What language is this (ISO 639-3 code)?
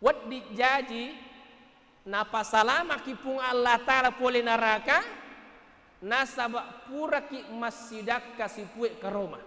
bug